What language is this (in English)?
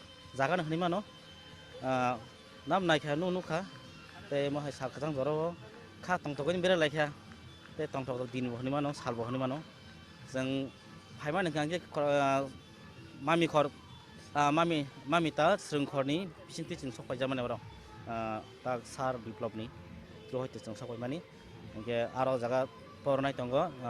Kok Borok